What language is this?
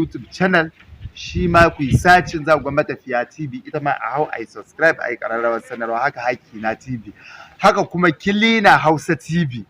Hausa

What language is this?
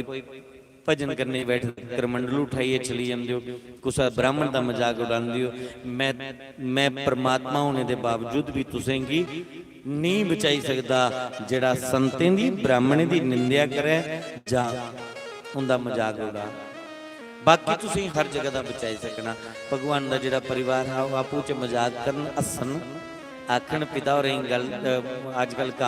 Dogri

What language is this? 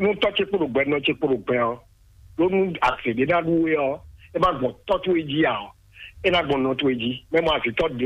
Fon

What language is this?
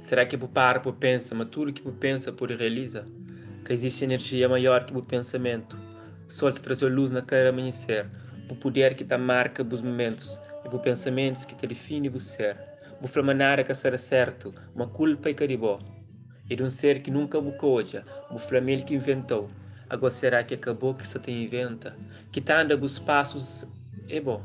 Kabuverdianu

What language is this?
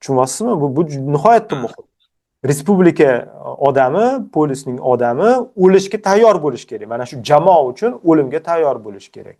Uzbek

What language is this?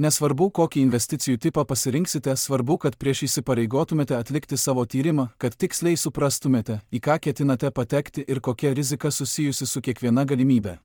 Lithuanian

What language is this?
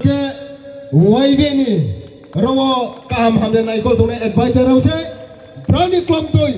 Riang (India)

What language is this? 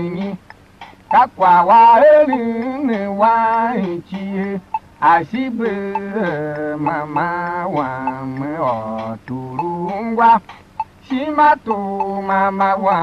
Tiv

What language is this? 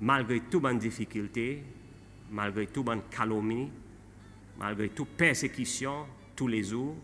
Seselwa Creole French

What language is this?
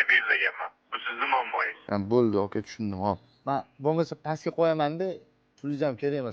Uzbek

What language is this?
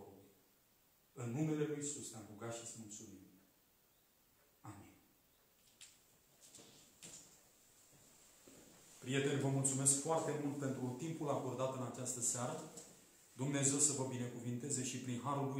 Romanian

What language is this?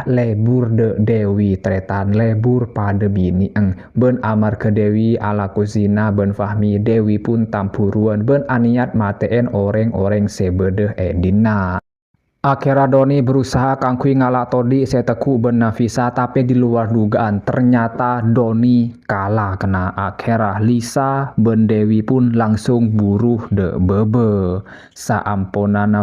Madurese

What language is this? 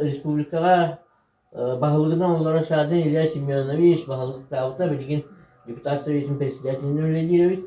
Yakut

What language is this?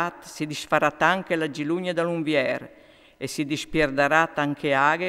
Friulian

